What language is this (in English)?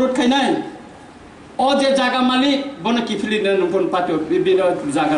Kok Borok